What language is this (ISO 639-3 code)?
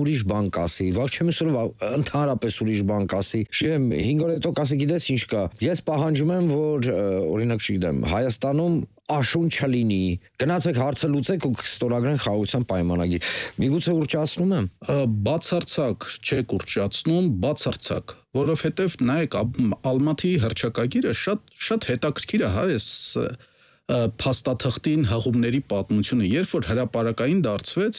hye